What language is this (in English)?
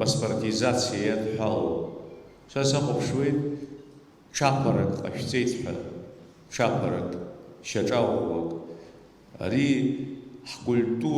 Abkhazian